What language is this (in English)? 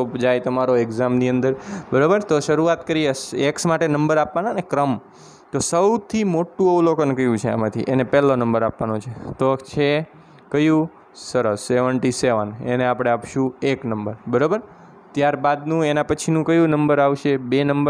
Gujarati